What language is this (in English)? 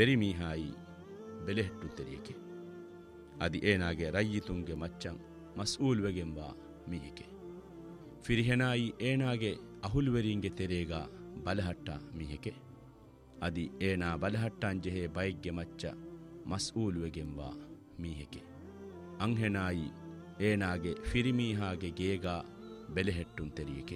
Divehi